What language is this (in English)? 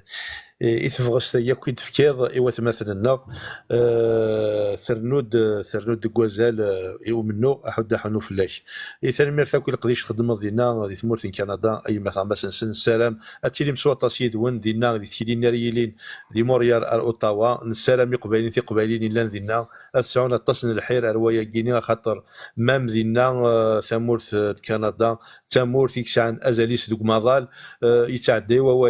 Kabyle